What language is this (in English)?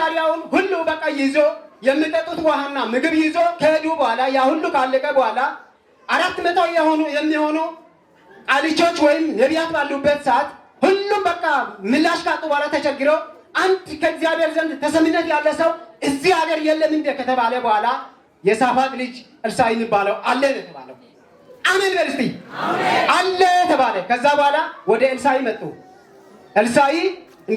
Amharic